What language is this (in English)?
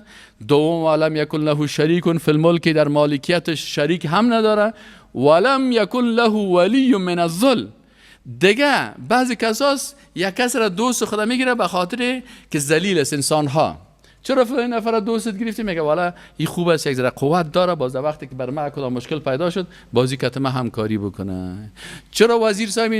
Persian